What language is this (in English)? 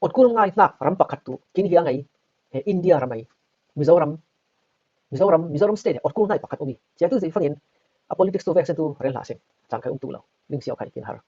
Falam Chin